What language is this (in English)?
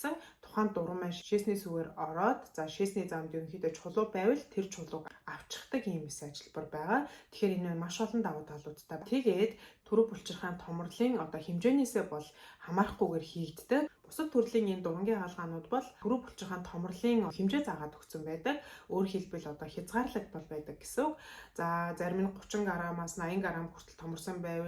Mongolian